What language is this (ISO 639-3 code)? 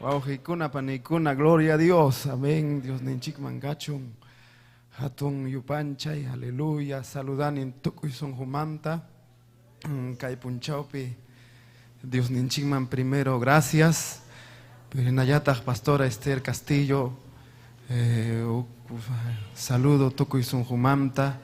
quy